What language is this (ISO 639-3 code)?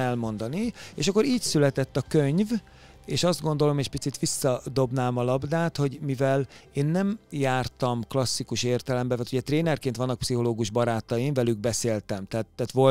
hun